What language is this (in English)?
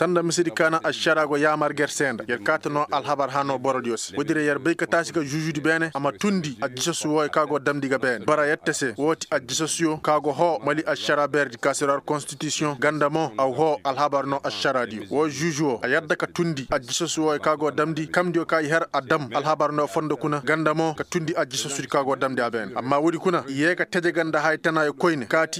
Koyraboro Senni